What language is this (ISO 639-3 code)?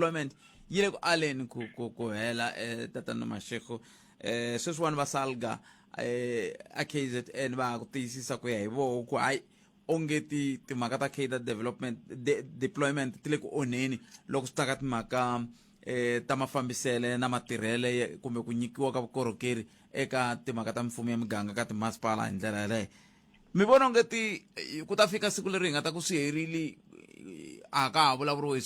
tso